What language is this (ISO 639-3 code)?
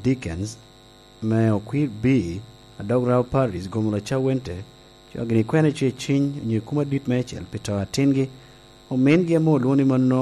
laj